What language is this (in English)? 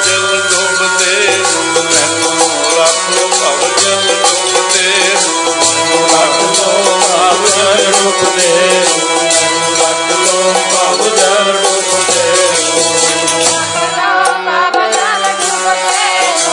Punjabi